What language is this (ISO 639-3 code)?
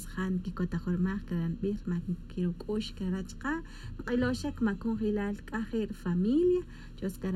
tzj